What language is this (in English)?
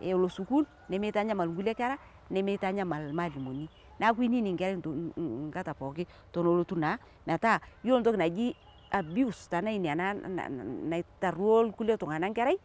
Masai